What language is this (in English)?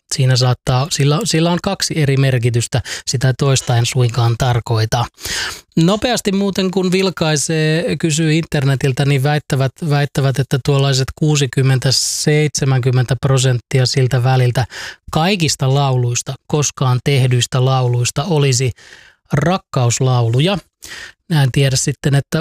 Finnish